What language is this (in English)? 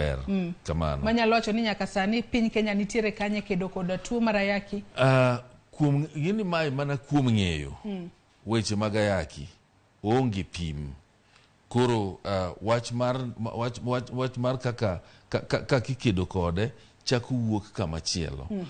Luo (Kenya and Tanzania)